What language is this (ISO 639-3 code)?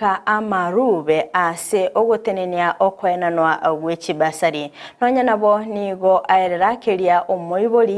guz